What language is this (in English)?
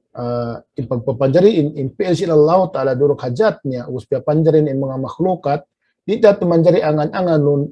Tausug